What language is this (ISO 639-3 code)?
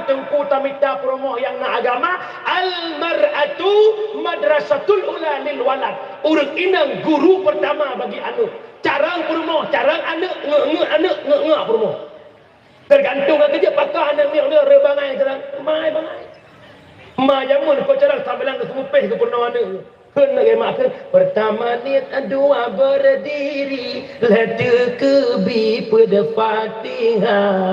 ace